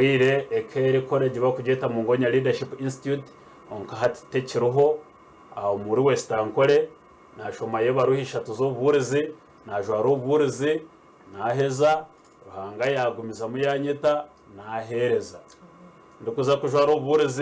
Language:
Nyankole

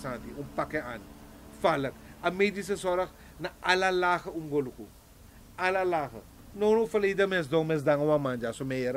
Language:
Sranan Tongo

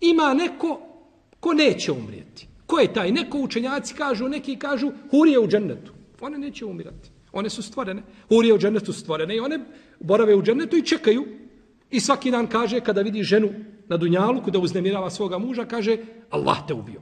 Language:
Bosnian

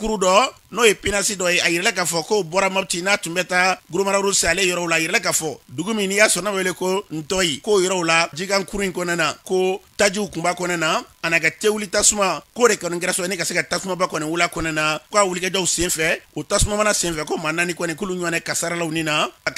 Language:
Bambara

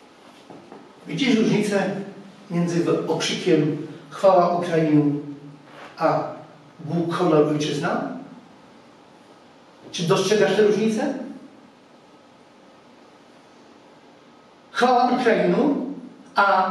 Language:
Polish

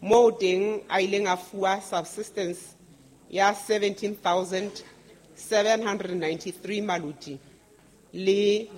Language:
Southern Sotho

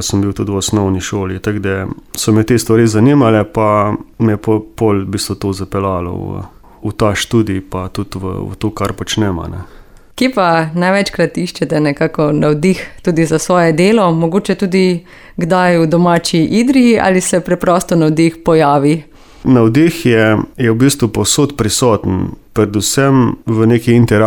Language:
Slovenian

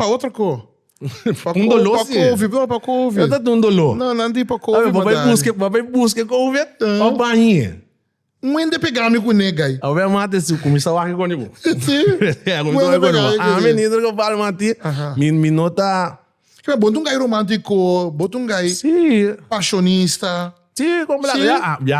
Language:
Papiamento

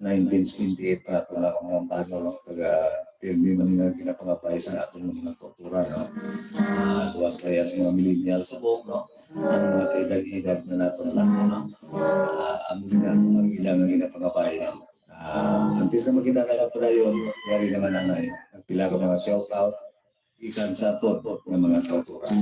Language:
Hiligaynon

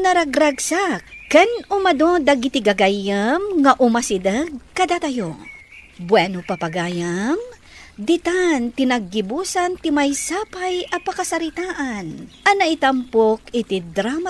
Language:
Iloko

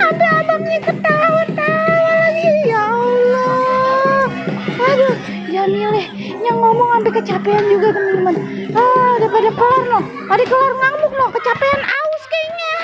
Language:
Betawi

